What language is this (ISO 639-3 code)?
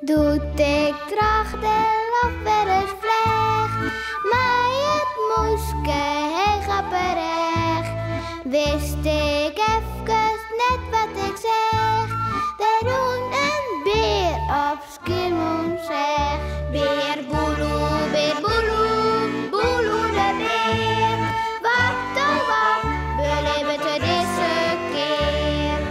fry